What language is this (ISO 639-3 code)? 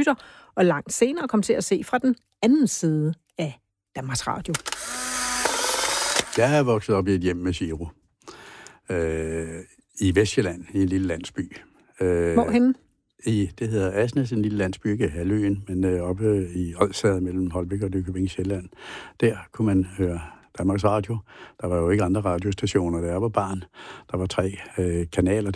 dan